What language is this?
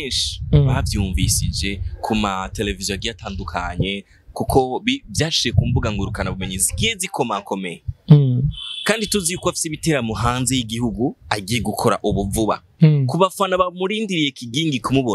Rundi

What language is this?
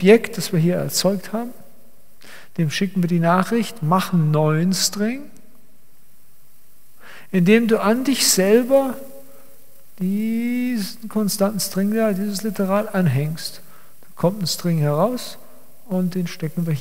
German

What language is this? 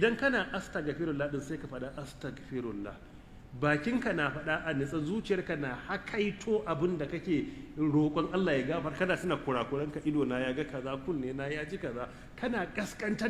Hausa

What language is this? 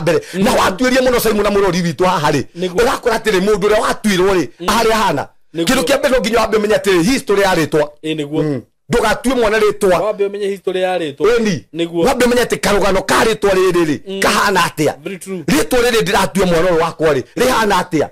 Kikuyu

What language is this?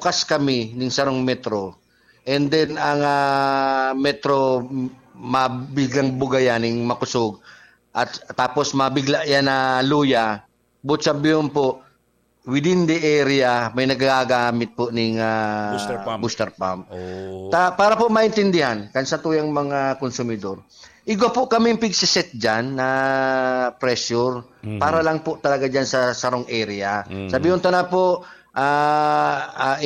Bikol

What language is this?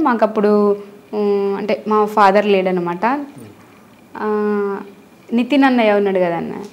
Telugu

